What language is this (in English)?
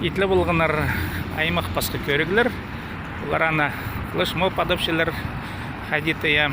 Khakas